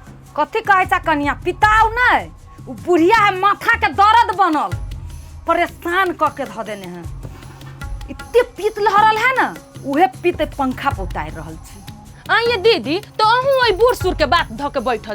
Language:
Maithili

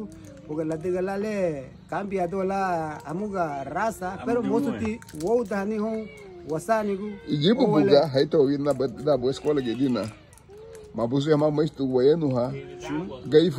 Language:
Garifuna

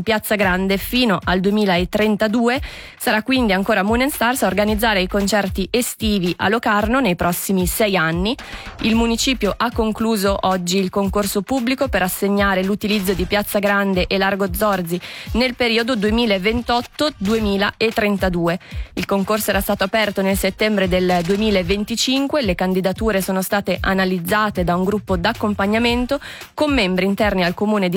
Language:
Italian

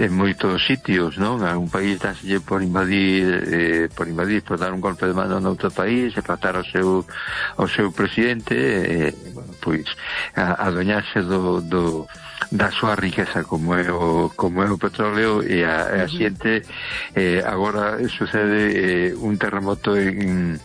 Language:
Galician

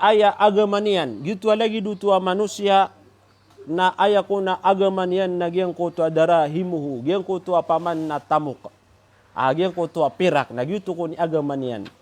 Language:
Maranao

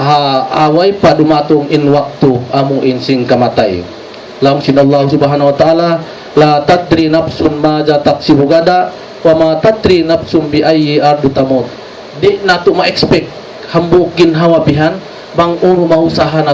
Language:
Tausug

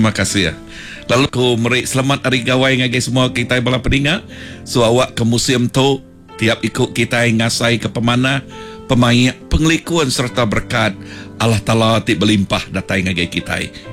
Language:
Iban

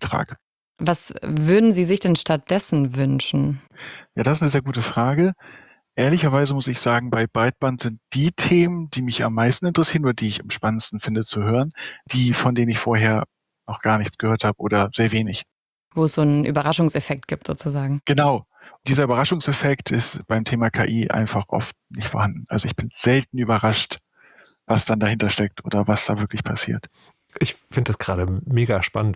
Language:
German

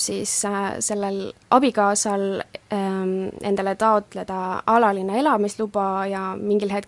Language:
Estonian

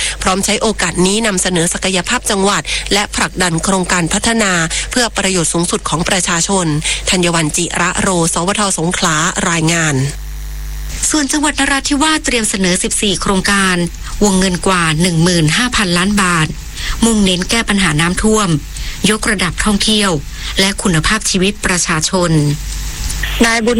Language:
Thai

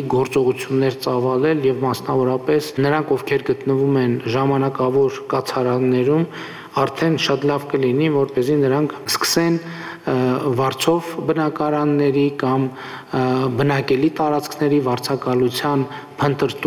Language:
Armenian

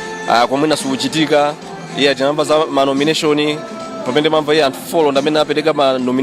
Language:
Nyanja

